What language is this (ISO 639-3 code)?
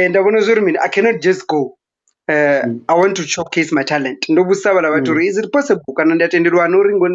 ven